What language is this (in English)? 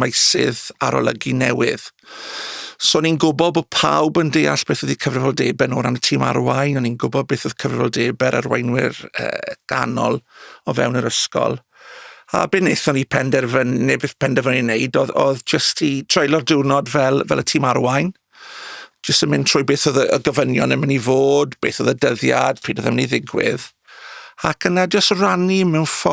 Welsh